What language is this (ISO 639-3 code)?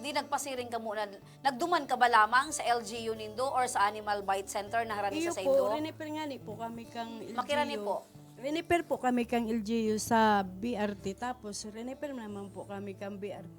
bik